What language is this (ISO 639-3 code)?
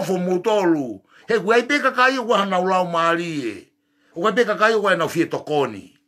ton